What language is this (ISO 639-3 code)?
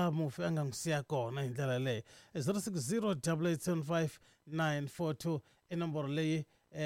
tso